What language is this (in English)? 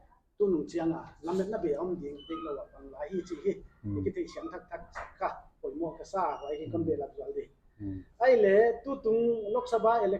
Paite Chin